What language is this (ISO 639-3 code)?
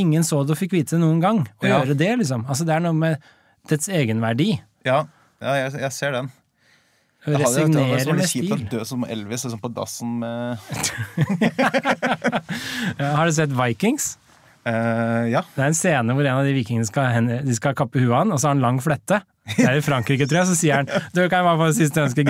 nor